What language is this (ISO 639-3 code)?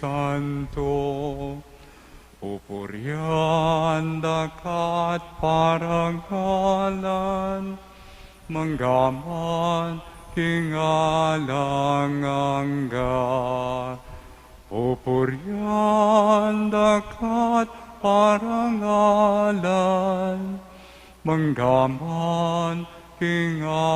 pam